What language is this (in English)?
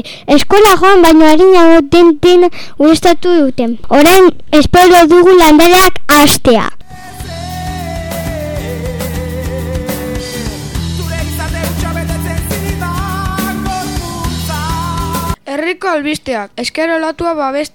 Basque